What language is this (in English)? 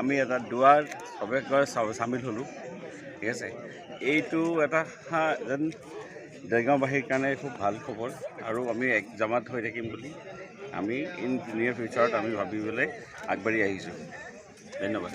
Assamese